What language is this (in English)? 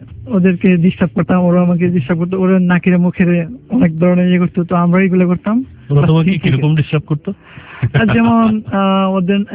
Bangla